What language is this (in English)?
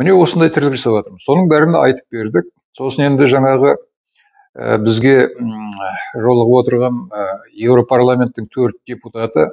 Kazakh